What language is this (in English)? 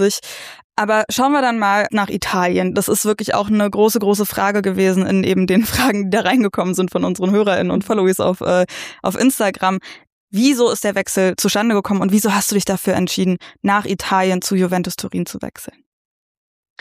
German